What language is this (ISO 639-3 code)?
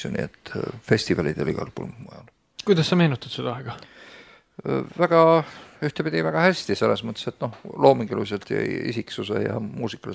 est